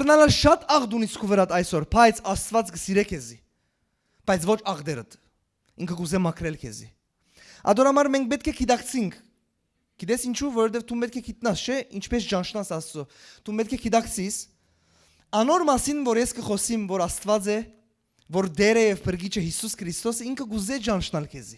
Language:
Western Armenian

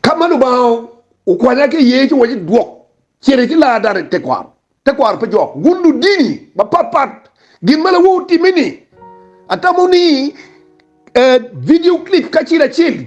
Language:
Acoli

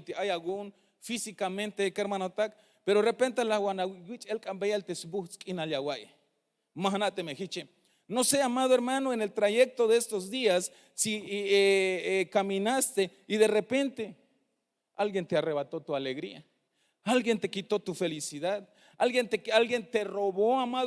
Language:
Tzeltal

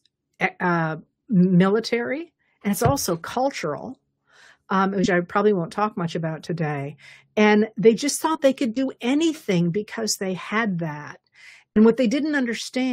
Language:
English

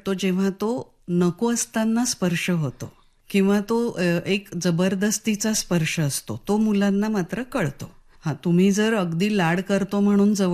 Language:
Marathi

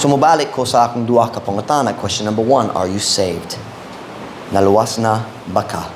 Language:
Cebuano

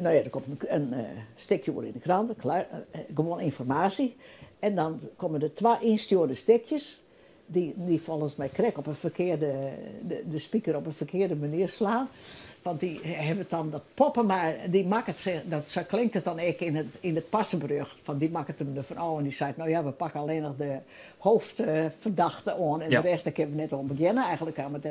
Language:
Western Frisian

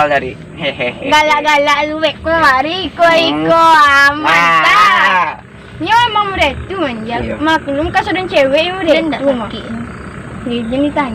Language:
Minangkabau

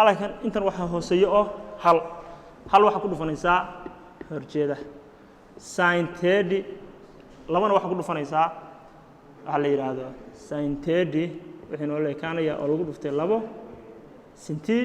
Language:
Somali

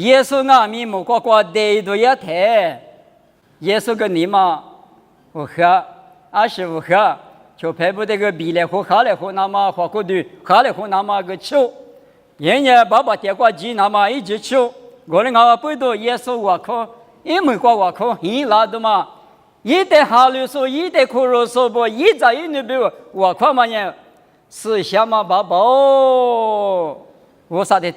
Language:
Lisu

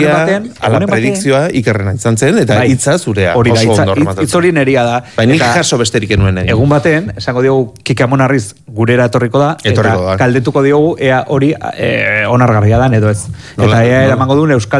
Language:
Basque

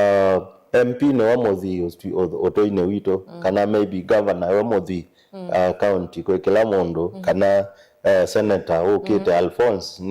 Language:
Kamba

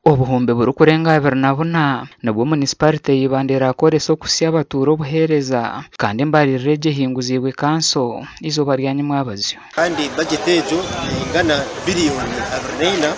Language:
Nyankole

